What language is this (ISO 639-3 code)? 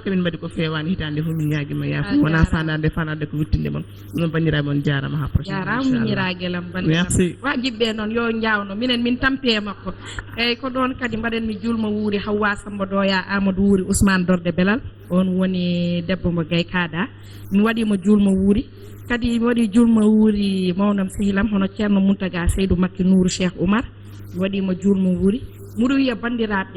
ful